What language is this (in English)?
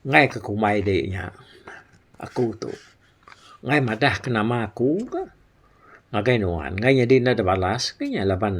Iban